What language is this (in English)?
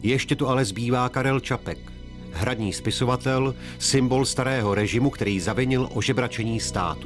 Czech